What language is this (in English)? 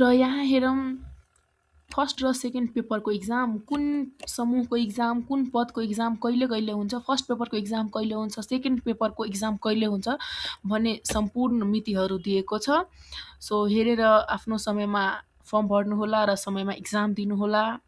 Nepali